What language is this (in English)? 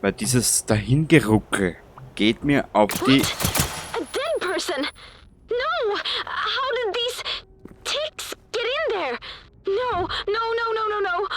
Bavarian